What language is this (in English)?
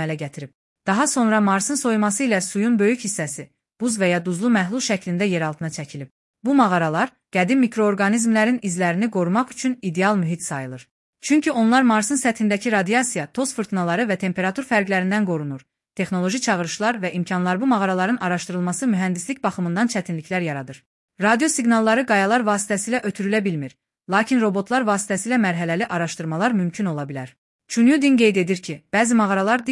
Azerbaijani